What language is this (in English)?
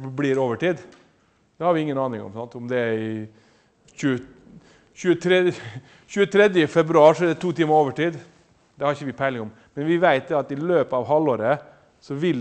Norwegian